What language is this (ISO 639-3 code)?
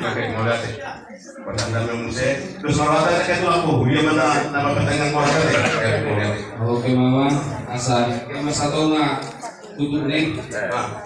bbc